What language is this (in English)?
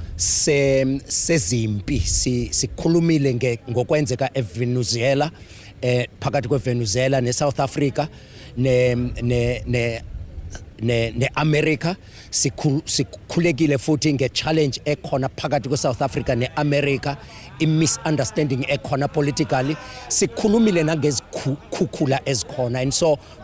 Zulu